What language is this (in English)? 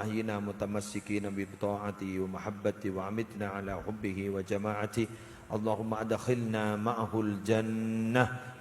Madurese